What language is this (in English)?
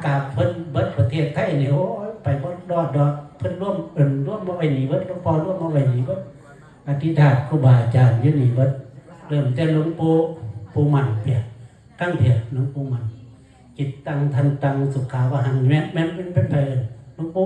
Northeastern Thai